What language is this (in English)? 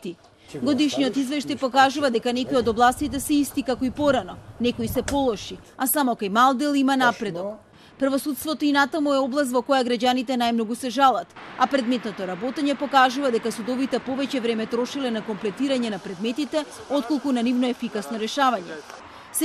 Macedonian